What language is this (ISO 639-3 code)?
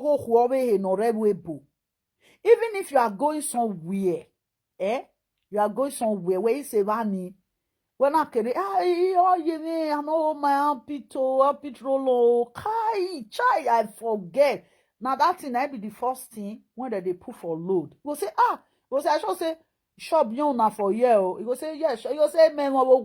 pcm